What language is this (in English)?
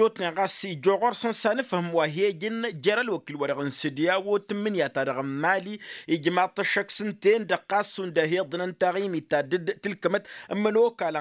Tamasheq